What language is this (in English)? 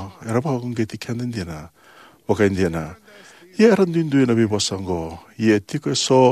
Fijian